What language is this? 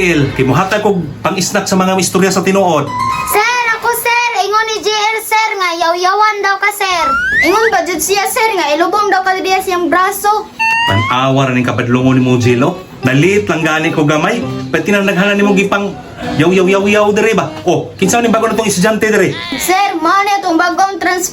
Cebuano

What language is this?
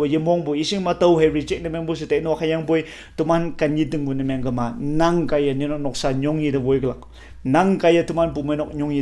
Konyak Naga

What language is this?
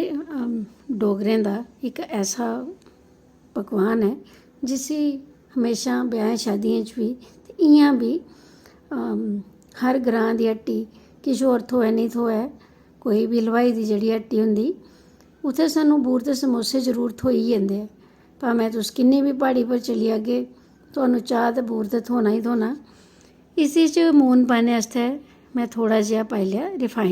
Dogri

